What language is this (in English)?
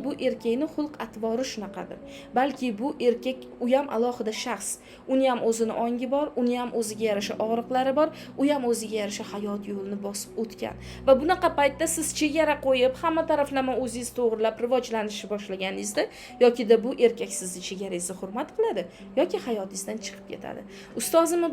Uzbek